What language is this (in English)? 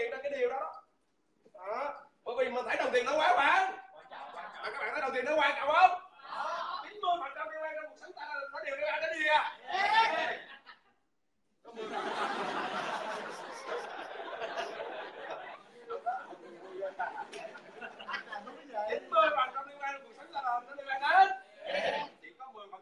Vietnamese